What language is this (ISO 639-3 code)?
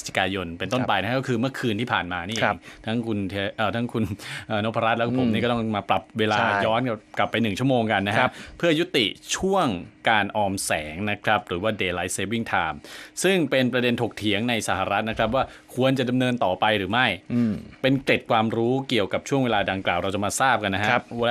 tha